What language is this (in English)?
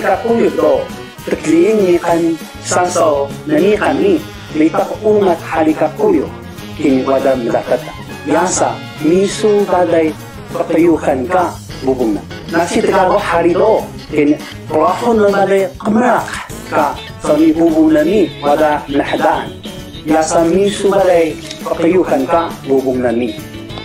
Taroko